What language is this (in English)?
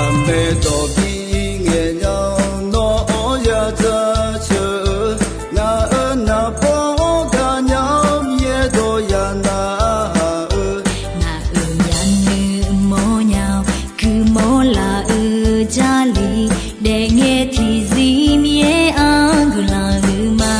Akha